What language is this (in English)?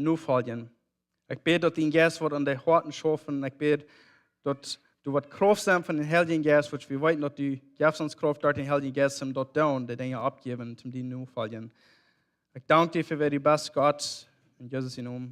Plautdietsch